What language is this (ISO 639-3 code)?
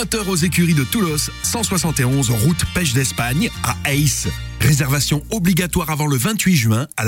fra